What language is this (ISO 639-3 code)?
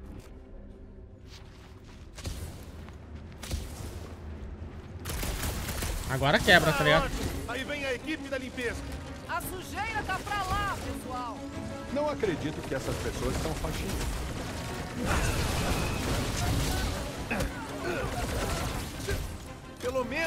por